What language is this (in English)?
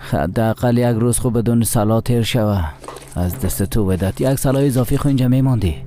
Persian